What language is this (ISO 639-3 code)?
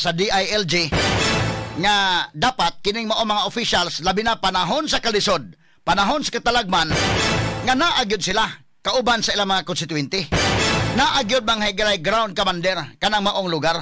ceb